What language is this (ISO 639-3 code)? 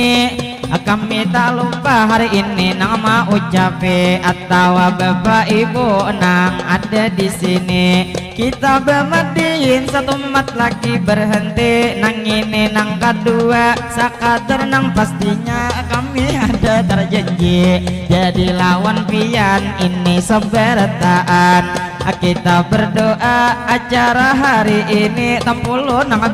bjn